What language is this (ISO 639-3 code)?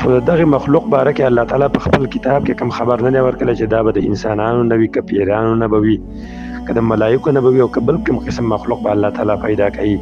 pus